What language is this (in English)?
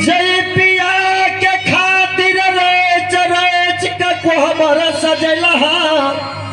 Maithili